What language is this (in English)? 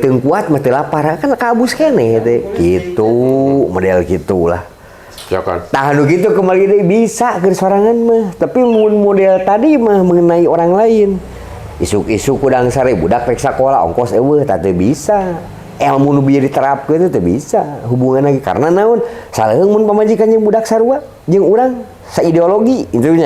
Sundanese